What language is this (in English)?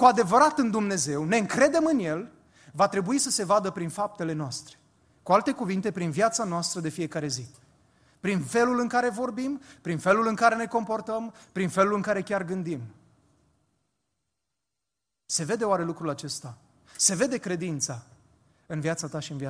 Romanian